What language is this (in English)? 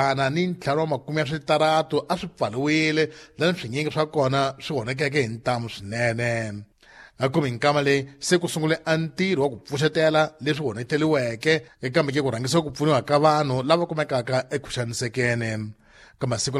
Tsonga